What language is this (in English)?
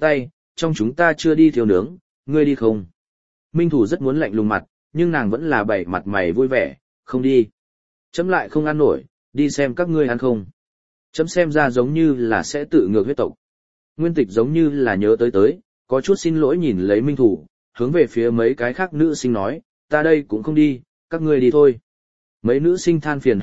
Vietnamese